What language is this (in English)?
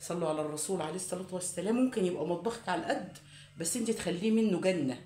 Egyptian Arabic